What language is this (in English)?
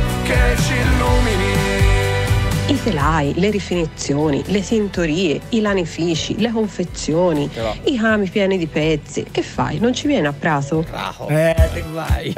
Italian